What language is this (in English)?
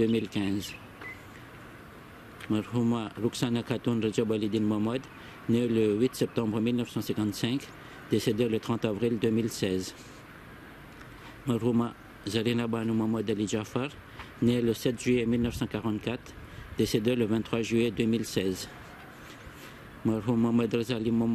French